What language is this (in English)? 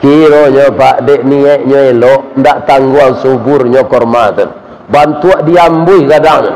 Minangkabau